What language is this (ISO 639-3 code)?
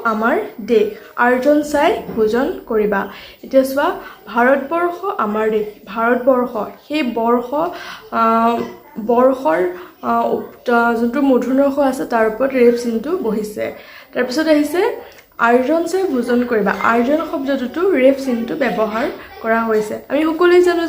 asm